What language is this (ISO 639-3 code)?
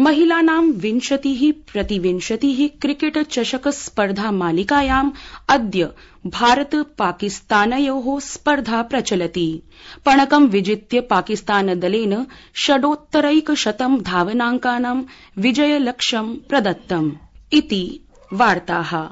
san